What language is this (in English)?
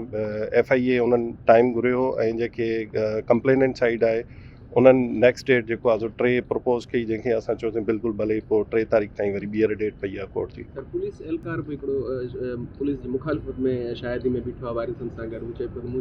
Sindhi